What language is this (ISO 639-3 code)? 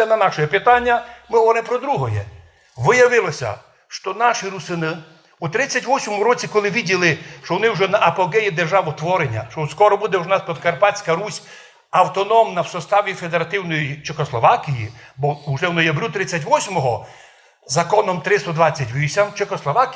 rue